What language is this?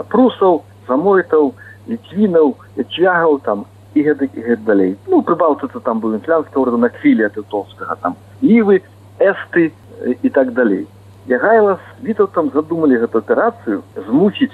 Belarusian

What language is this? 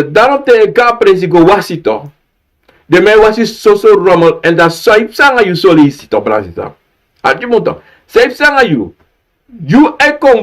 Sranan Tongo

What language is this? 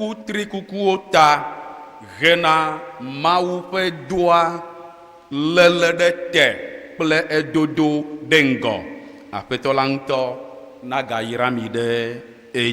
Ewe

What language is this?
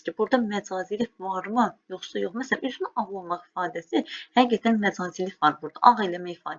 Azerbaijani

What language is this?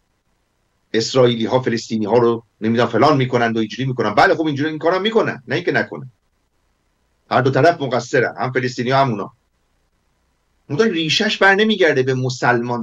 Persian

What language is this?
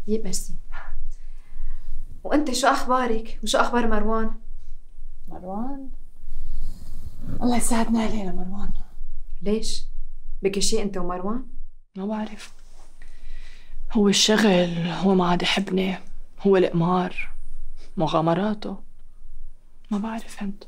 North Levantine Arabic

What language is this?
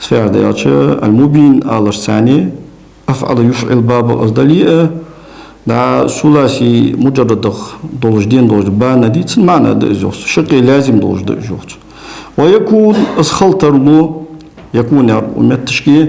Ingush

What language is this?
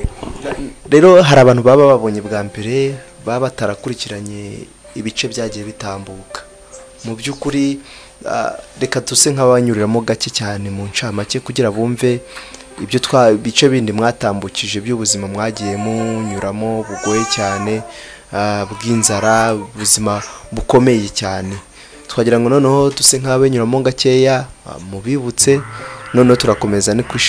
Kinyarwanda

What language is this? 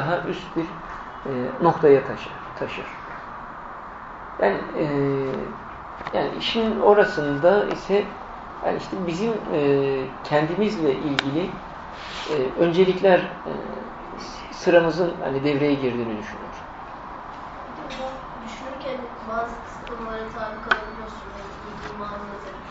Turkish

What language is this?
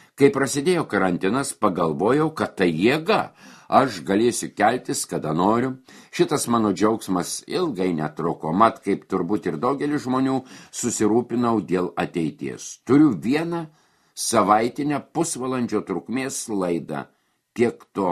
Lithuanian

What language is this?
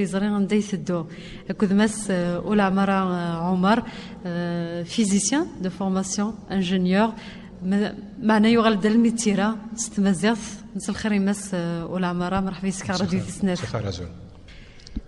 Kabyle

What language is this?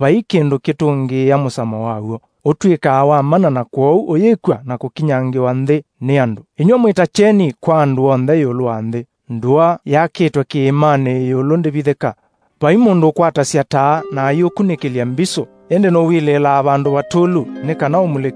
Kamba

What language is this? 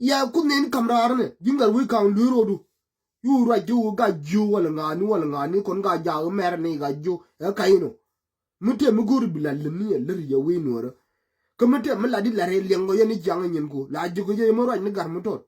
Nuer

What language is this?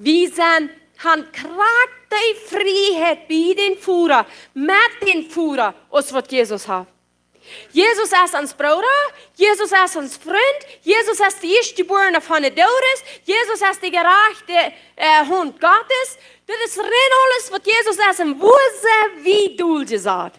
Plautdietsch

